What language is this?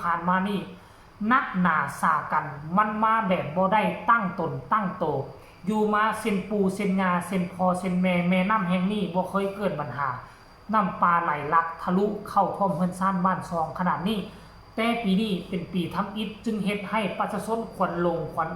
Lao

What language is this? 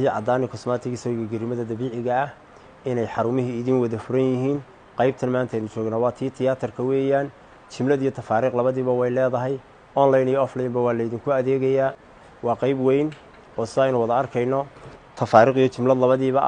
Somali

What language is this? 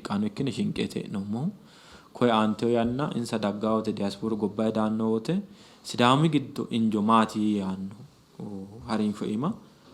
Sidamo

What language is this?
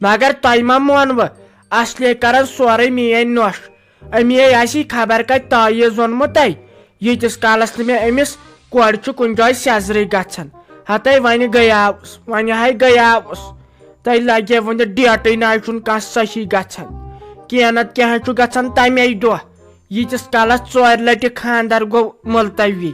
Kashmiri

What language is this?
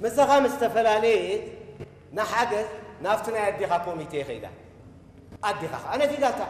Tigrinya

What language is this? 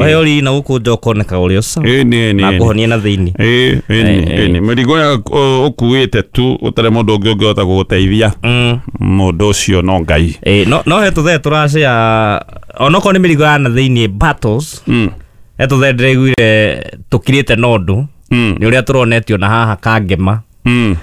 Kikuyu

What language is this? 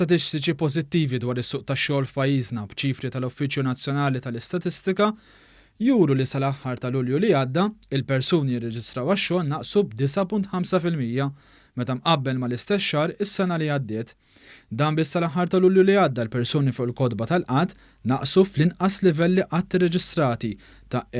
Maltese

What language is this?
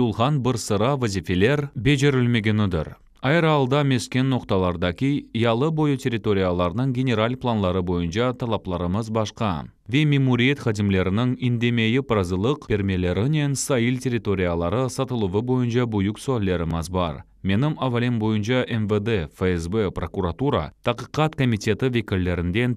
Crimean Tatar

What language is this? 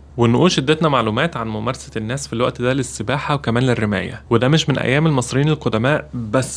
Egyptian Arabic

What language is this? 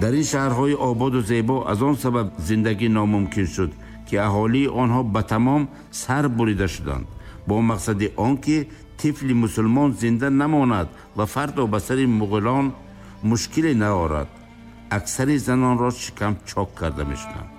Tajik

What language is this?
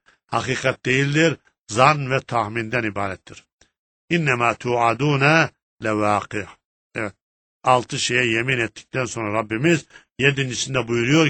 Turkish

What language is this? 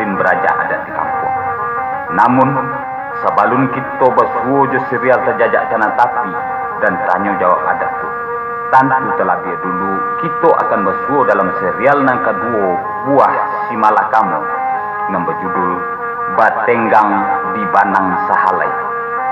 Minangkabau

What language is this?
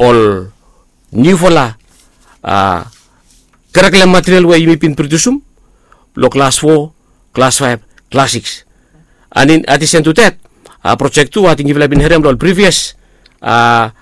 Bislama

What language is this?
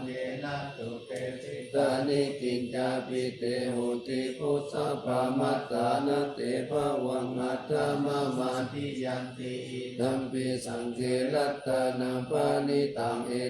Pali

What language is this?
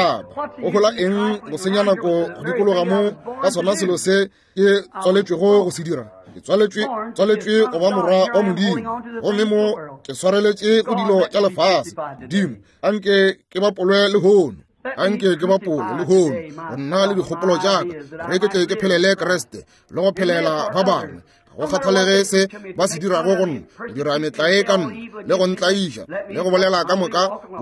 Northern Sotho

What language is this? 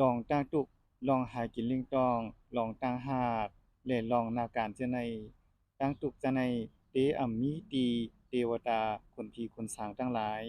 Shan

